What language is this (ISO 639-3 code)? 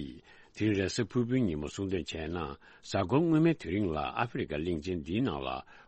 bod